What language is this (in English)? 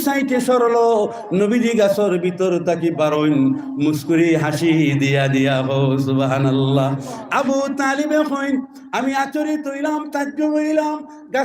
Sylheti